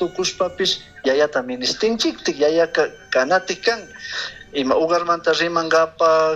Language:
Chimborazo Highland Quichua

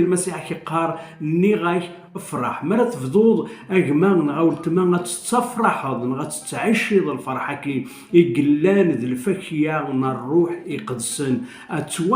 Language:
Kabyle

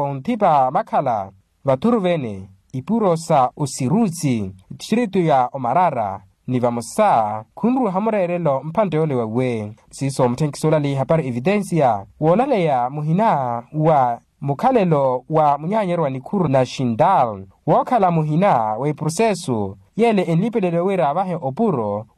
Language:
Makhuwa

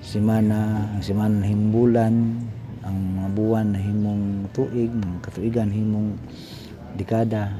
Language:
Cebuano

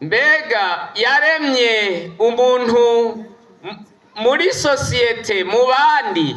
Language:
Rundi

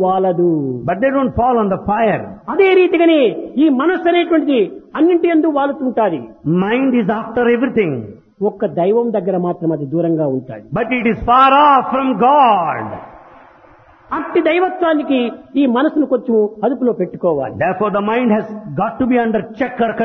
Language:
Telugu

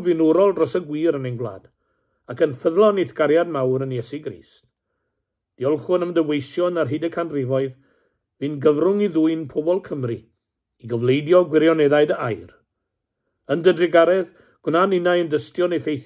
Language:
Welsh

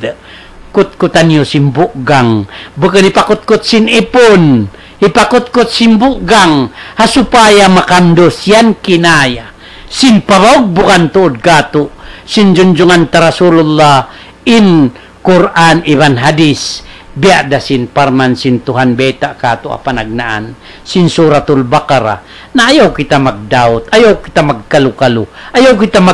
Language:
Tausug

